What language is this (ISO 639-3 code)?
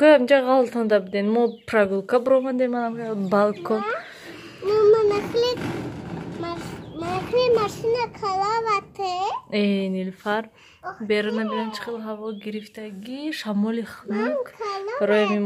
tgk